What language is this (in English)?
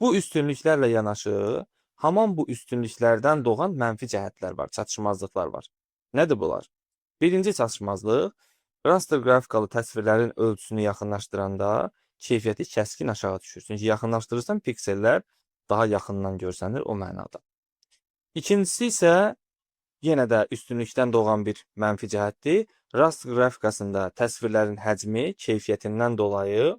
Azerbaijani